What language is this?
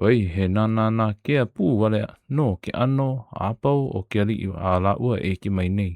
Hawaiian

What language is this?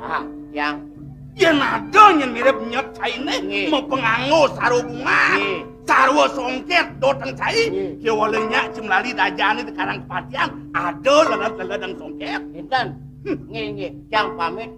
Balinese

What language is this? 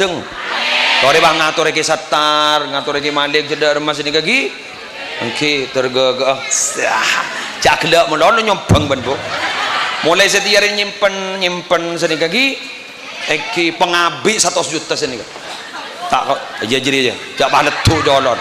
Madurese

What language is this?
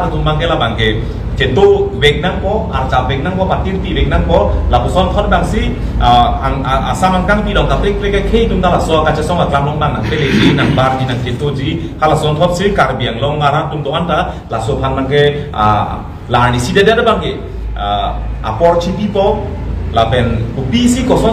Karbi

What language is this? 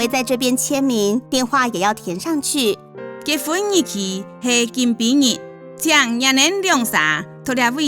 Hakka Chinese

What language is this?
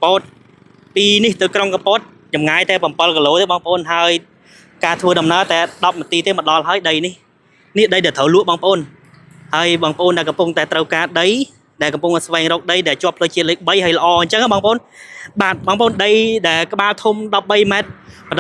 Khmer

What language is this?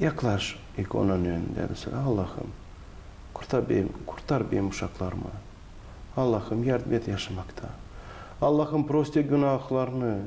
Gagauz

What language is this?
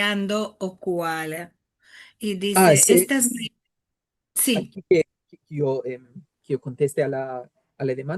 Ladino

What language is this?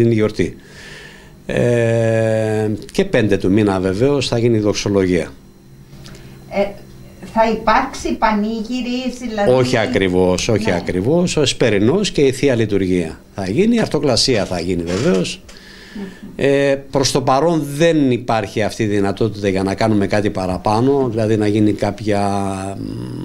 Greek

